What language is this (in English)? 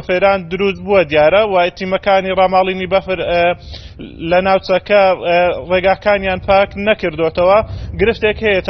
Central Kurdish